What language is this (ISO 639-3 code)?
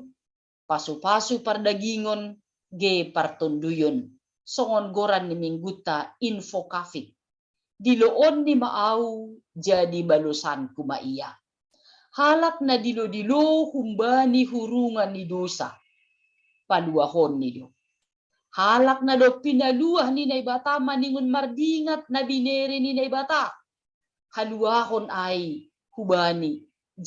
bts